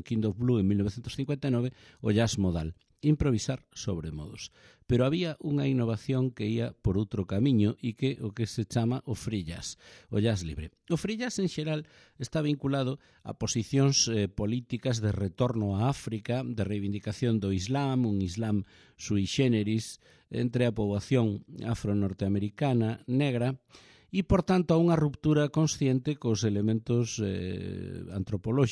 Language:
Galician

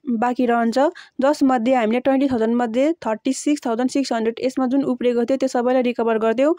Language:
Nepali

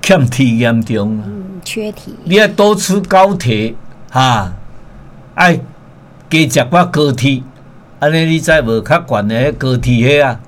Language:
Min Nan Chinese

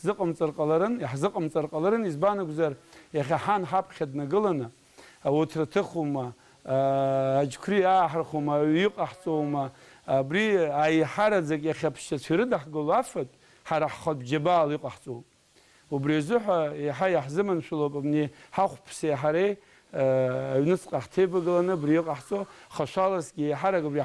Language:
Abkhazian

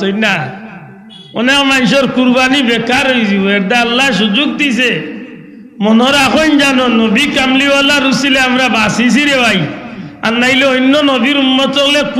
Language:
Sylheti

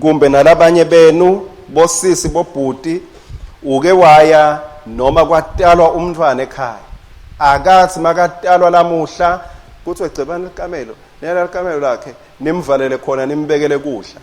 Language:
Swati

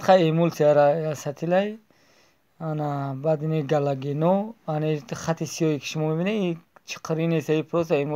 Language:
Tajik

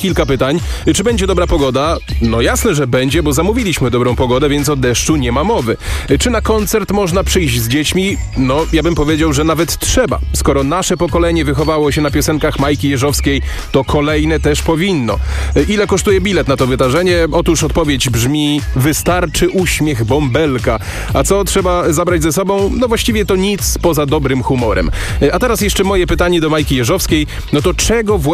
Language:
Polish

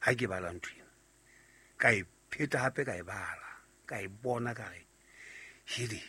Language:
Southern Sotho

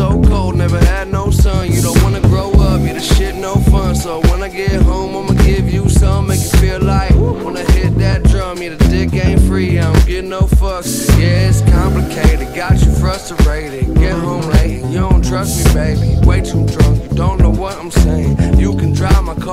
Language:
English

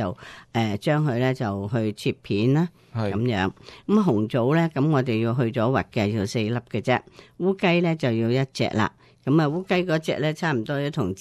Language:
Cantonese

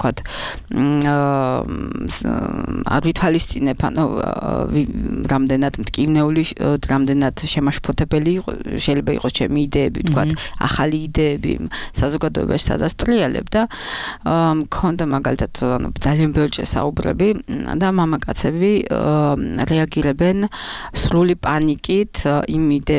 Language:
Georgian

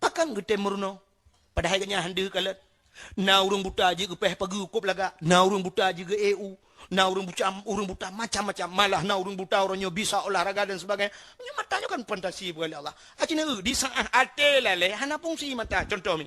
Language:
Achinese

